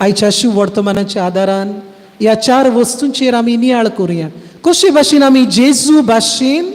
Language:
Konkani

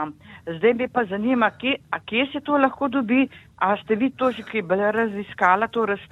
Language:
Slovenian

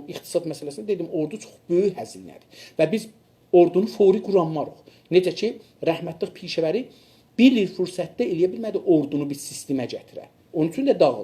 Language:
South Azerbaijani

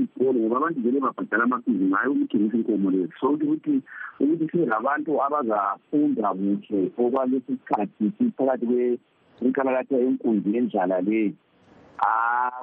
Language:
North Ndebele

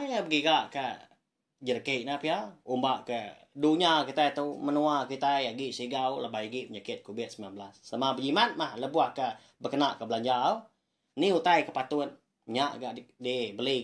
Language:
Iban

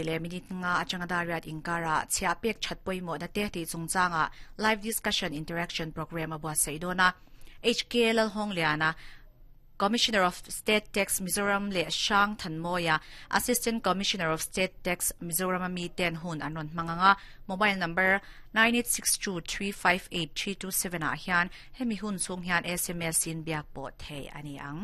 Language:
Mizo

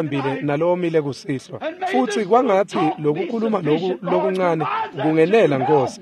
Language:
Swati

